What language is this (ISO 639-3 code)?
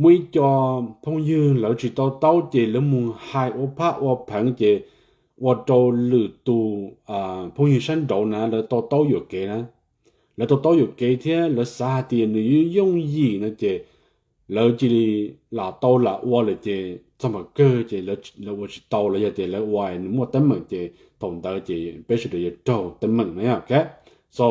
hmn